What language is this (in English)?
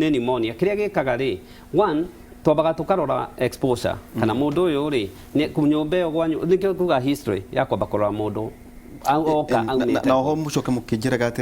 Kikuyu